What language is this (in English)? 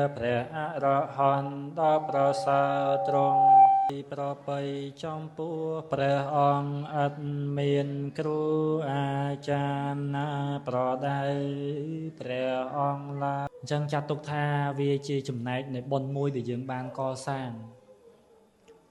Khmer